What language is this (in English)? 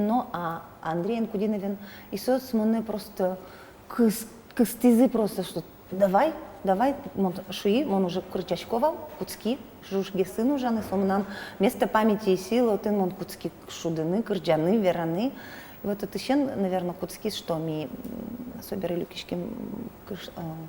Udmurt